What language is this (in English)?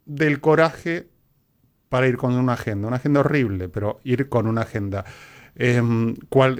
Spanish